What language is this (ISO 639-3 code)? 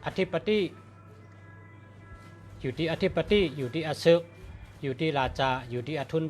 shn